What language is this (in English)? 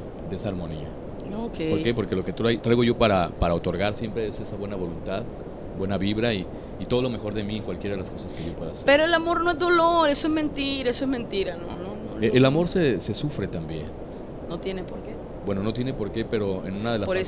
Spanish